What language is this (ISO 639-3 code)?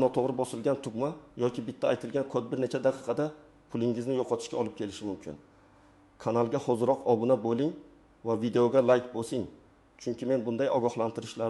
uzb